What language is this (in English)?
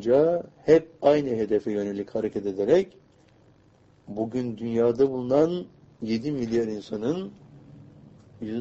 Turkish